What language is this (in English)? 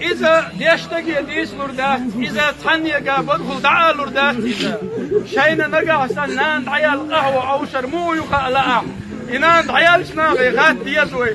Chechen